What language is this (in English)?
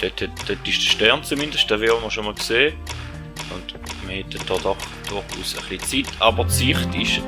Swiss German